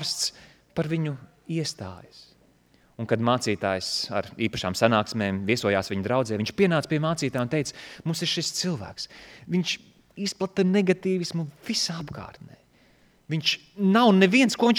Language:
Latvian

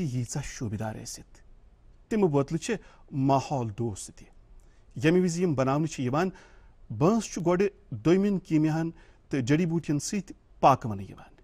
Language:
Kashmiri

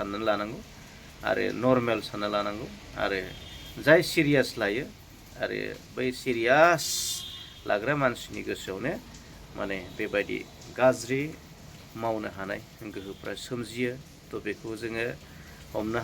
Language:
Bodo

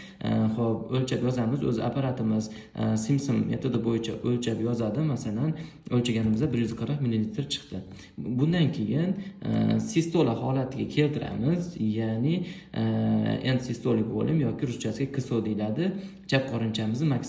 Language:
Uzbek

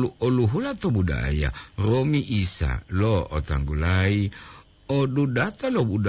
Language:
Gorontalo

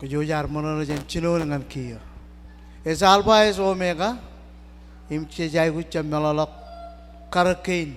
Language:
Marshallese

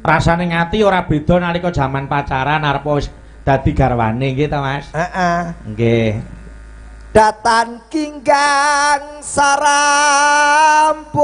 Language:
Javanese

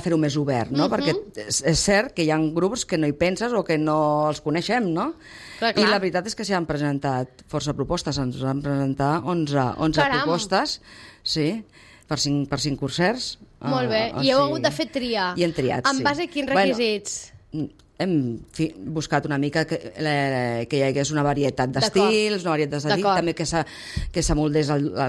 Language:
Catalan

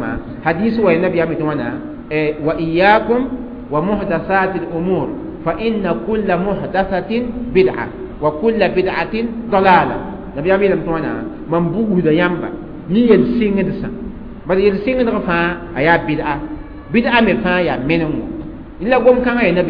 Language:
Mossi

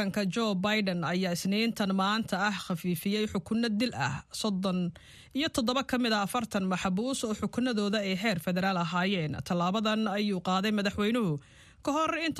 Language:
Somali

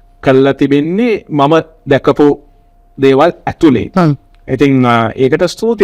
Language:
Sinhala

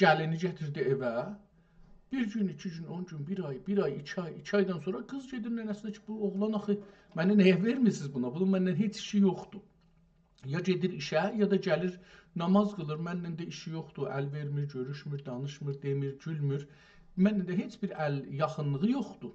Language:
South Azerbaijani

